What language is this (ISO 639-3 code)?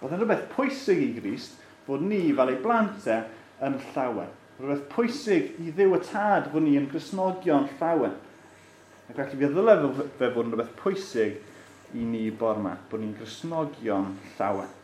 cym